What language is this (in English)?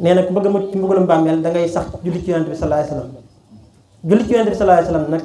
Wolof